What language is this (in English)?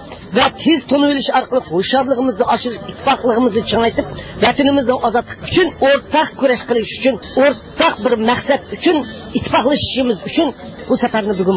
Uyghur